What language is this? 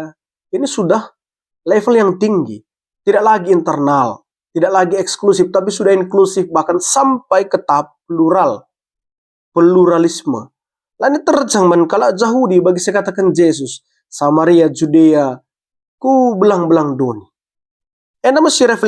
Batak Karo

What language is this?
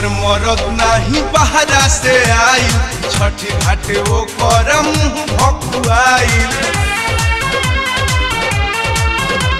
Bhojpuri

